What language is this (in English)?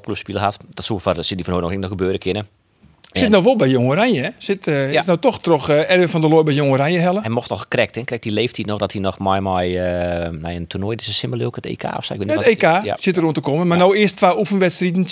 Western Frisian